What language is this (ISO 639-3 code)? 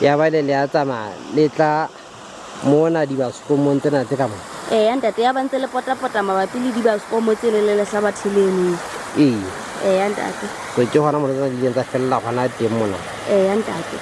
sot